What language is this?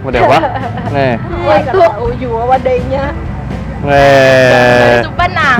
Banjar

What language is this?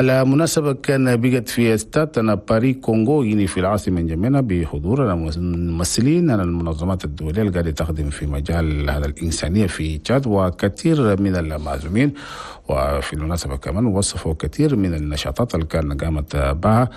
Chadian Arabic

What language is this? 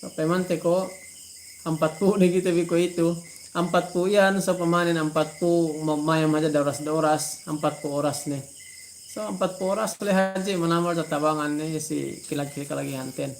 Yakan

